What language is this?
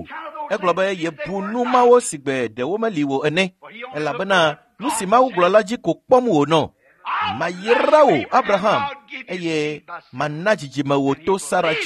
Ewe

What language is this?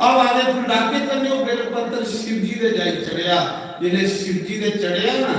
Dogri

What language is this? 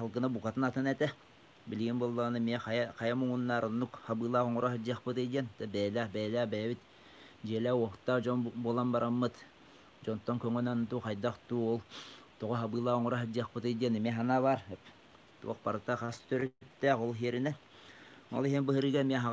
Yakut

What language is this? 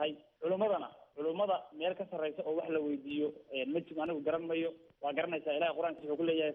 Somali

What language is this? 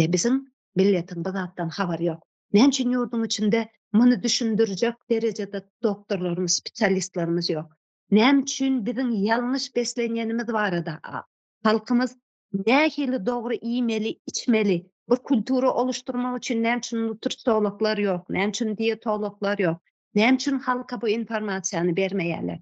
Turkmen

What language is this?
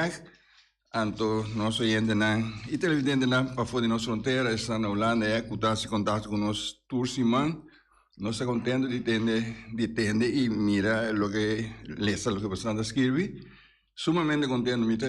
Papiamento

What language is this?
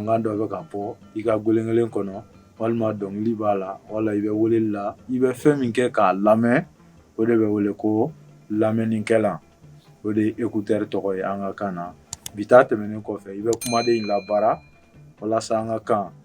Bambara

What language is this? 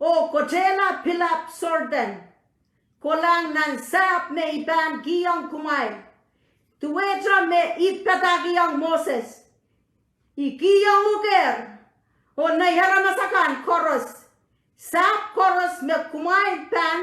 Pohnpeian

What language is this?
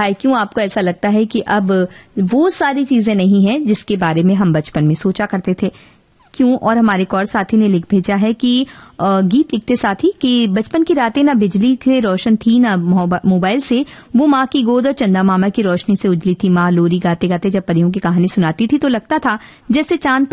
Hindi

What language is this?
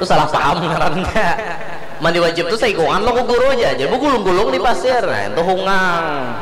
Banjar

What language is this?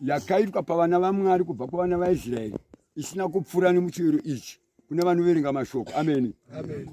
Shona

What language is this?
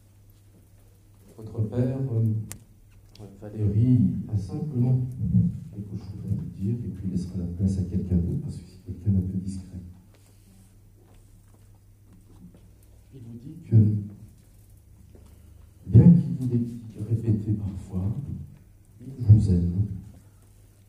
French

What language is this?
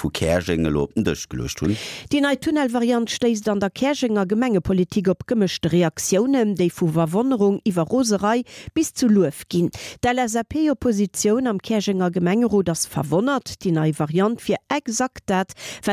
Luxembourgish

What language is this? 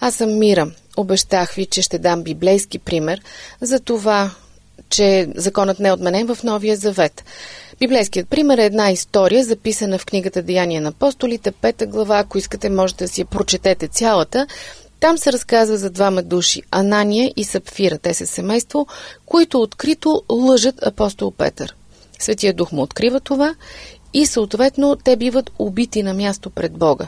Bulgarian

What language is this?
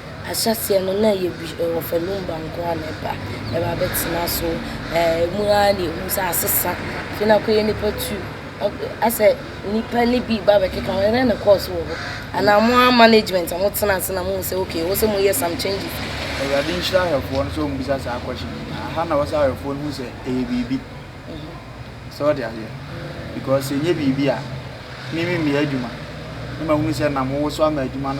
Akan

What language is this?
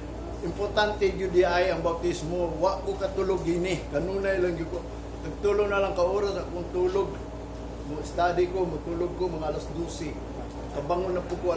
Cebuano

